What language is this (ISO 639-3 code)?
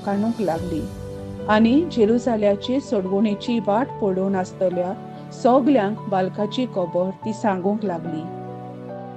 kok